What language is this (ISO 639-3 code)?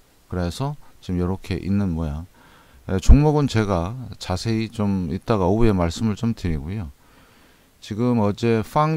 kor